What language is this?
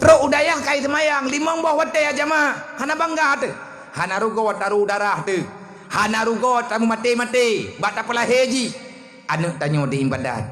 Achinese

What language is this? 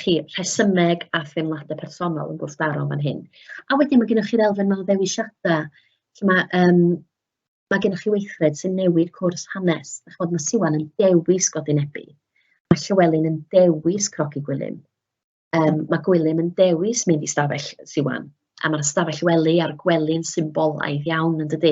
Welsh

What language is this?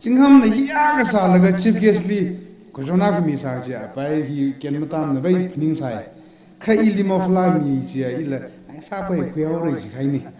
Tangkhul Naga (India)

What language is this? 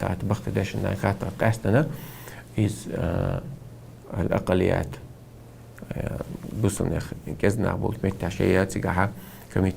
Chechen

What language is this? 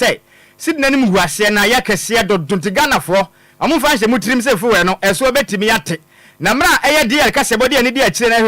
Akan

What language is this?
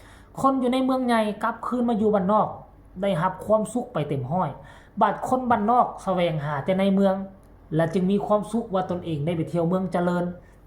Northeastern Thai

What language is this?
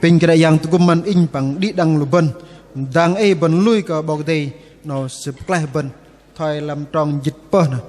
Bahnar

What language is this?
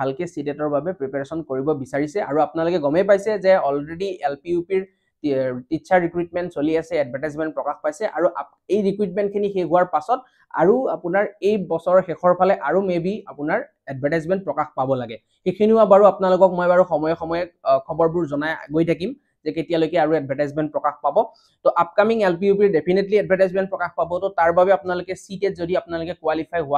Assamese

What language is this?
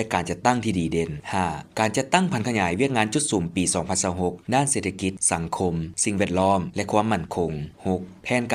Lao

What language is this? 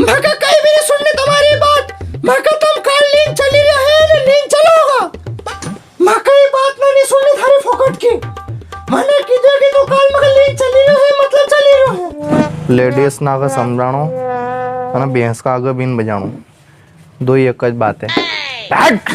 Rajasthani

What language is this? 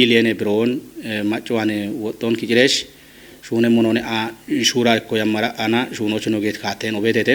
Kafa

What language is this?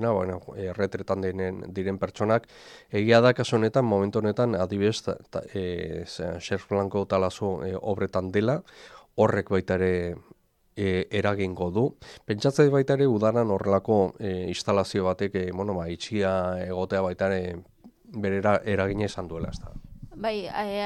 Basque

